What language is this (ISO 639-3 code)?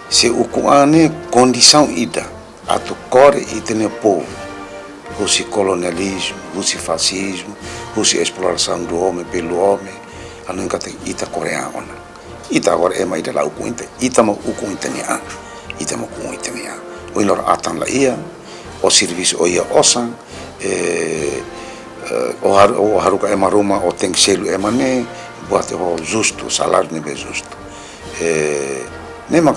tet